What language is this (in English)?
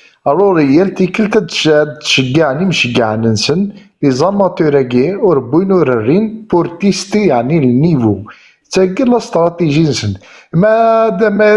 Kabyle